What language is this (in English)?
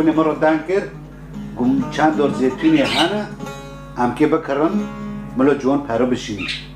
Kurdish